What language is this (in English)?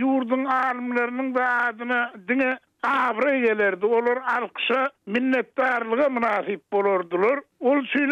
Turkmen